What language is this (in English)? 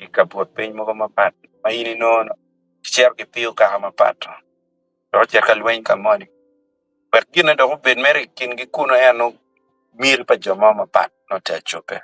Acoli